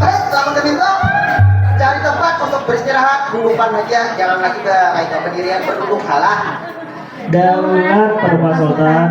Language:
Banjar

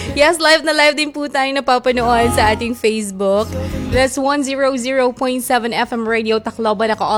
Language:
Filipino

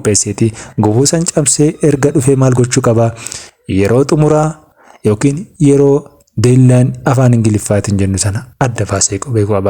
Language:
Oromo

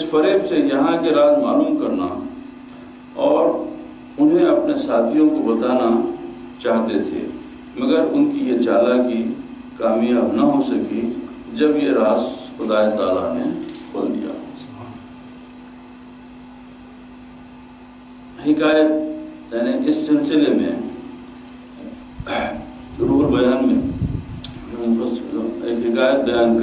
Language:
Urdu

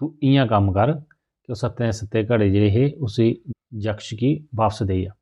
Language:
Dogri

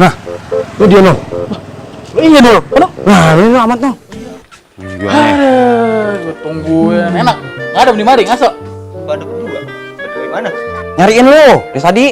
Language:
Betawi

